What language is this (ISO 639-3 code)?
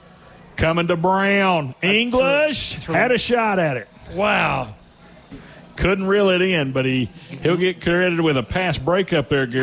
eng